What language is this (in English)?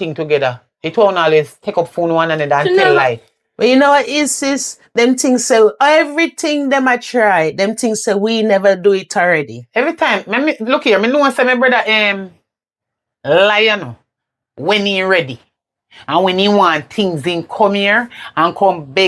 Jamaican Creole English